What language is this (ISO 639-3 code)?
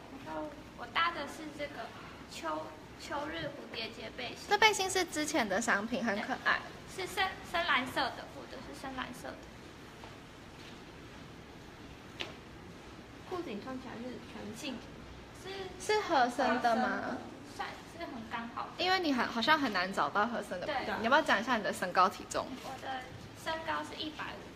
zho